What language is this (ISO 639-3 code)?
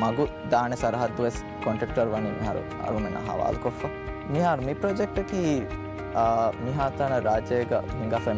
div